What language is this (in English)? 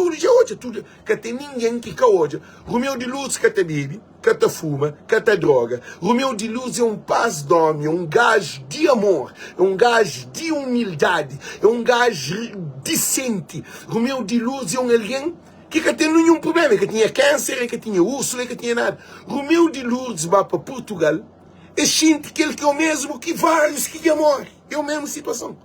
Kabuverdianu